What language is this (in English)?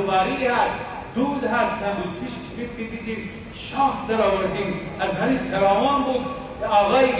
Persian